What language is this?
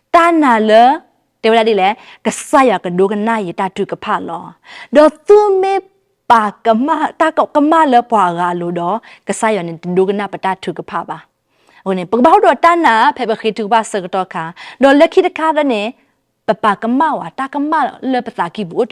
S'gaw Karen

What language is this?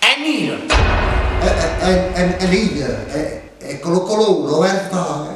Neapolitan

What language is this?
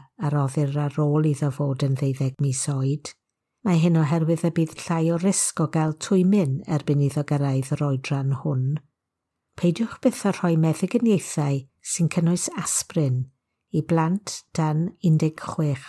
Welsh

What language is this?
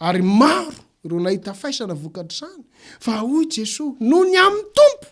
Malagasy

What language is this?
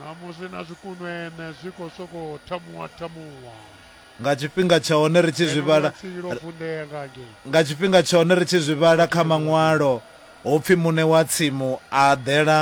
Venda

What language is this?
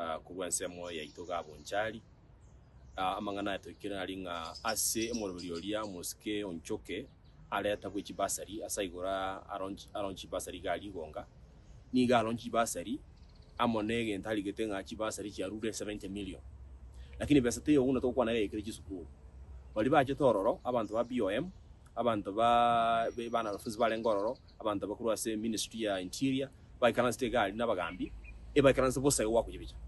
Gusii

